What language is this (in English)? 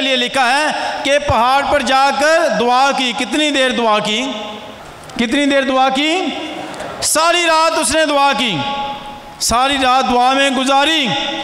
Urdu